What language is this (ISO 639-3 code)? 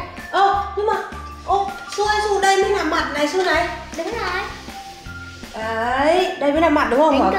vie